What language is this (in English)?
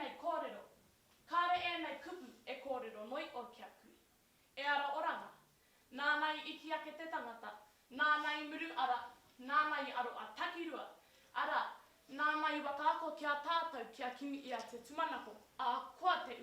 Māori